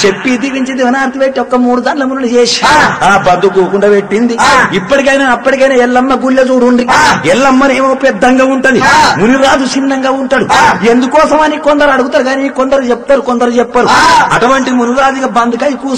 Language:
Telugu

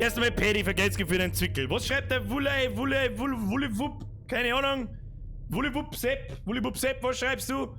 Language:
Bavarian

